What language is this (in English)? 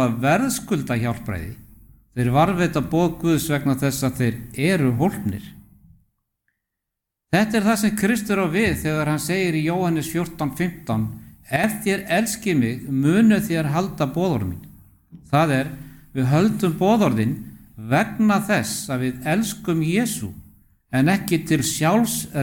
Icelandic